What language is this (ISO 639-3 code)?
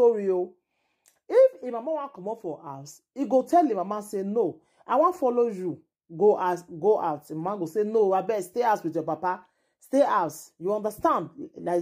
pcm